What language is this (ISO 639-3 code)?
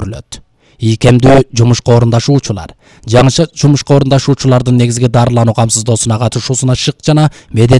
kir